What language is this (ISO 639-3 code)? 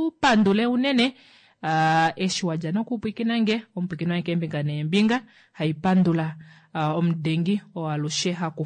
kua